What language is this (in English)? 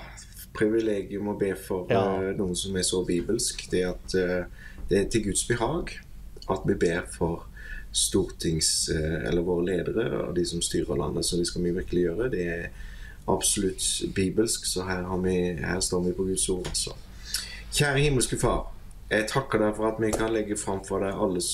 Norwegian